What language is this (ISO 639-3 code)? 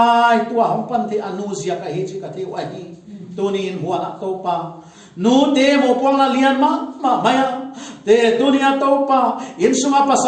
pck